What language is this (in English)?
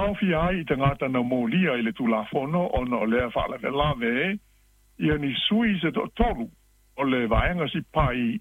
Samoan